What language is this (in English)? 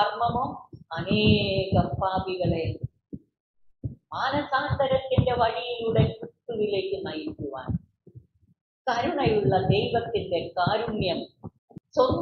Malayalam